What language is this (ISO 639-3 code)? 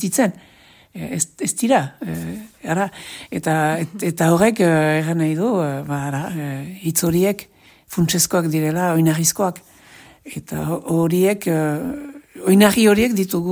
eus